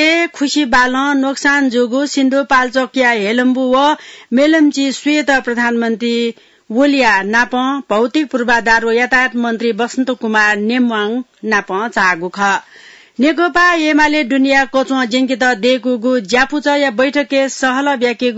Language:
Newari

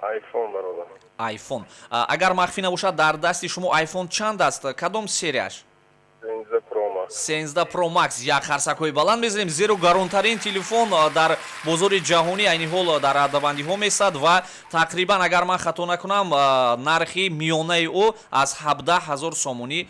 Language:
Tajik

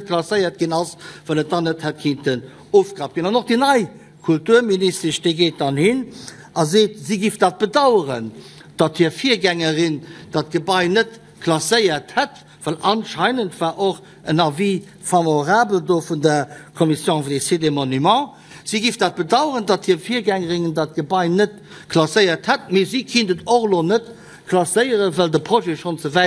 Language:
Luxembourgish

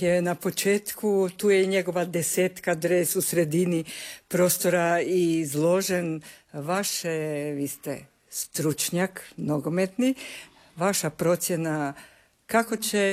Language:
Croatian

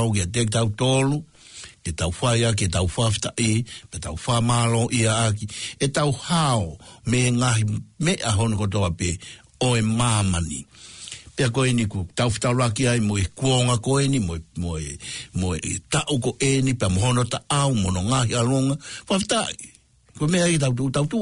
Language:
Tongan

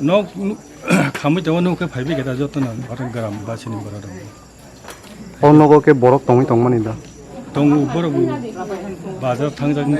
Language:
Kok Borok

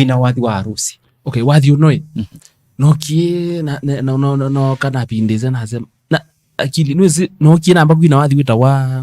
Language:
Kamba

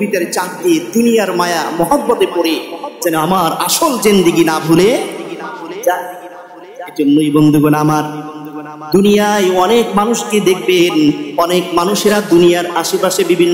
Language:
Bangla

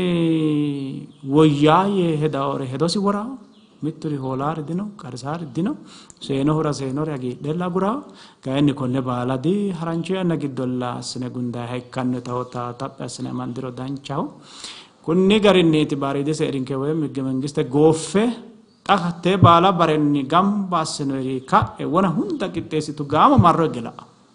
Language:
Sidamo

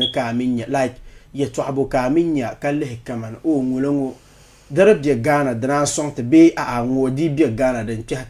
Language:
Dagbani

